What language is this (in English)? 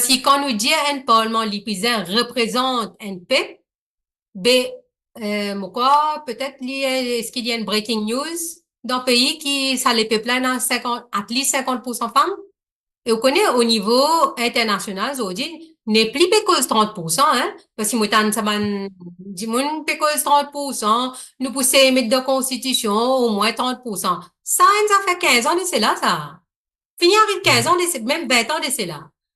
Morisyen